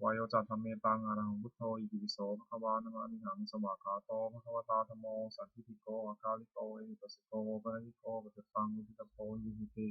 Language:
Pali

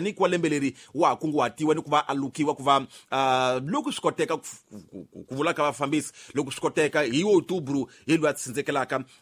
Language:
Tsonga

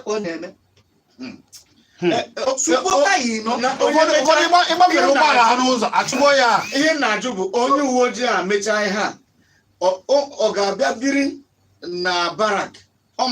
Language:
Igbo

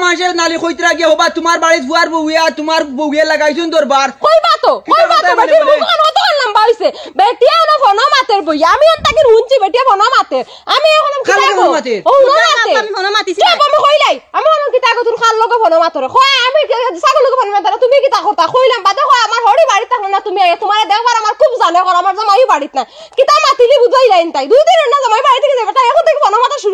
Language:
Sylheti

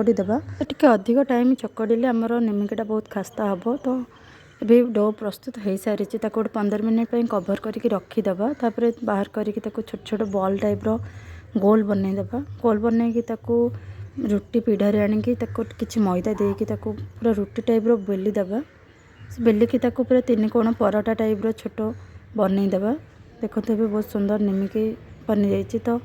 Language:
Odia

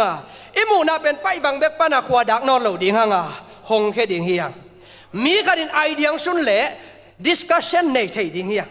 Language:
Tedim Chin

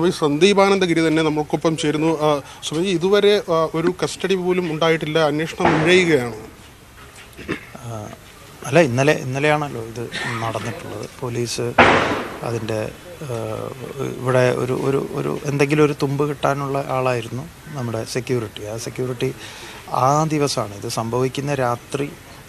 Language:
Malayalam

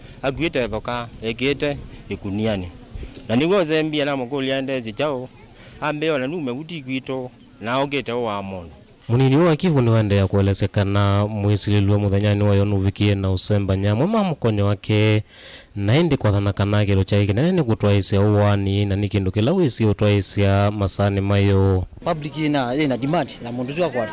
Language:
Kamba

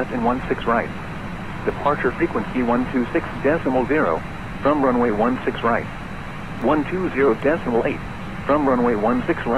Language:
English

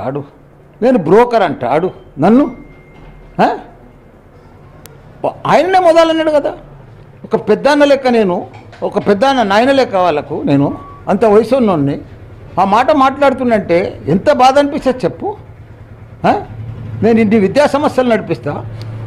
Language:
Telugu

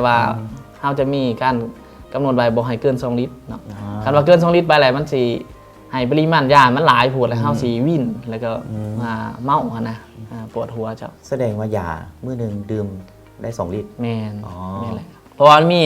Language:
Lao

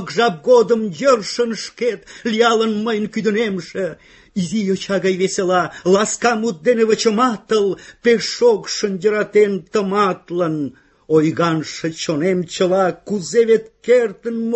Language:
Mari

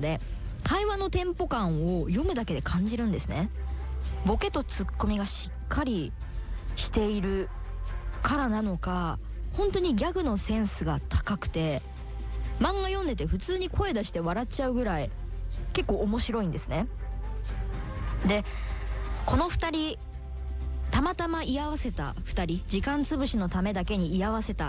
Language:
Japanese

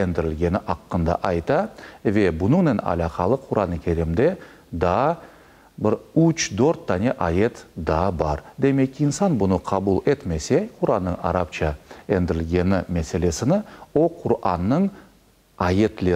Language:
Crimean Tatar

